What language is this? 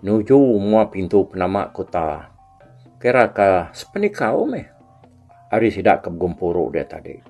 Iban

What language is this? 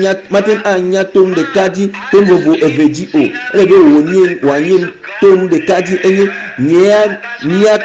Ewe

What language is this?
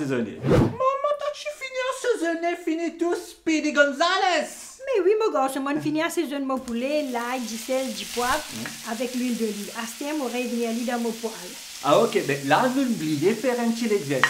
Morisyen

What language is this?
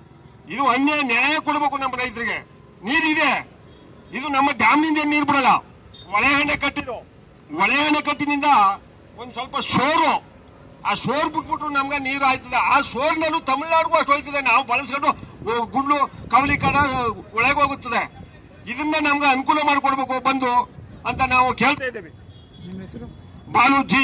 Kannada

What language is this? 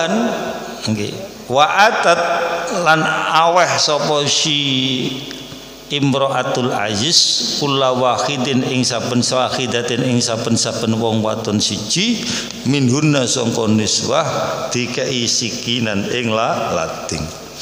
Javanese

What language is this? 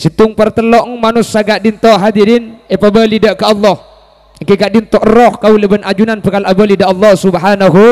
Madurese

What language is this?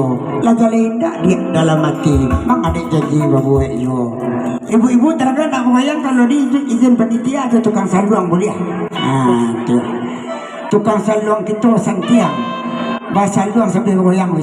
Minangkabau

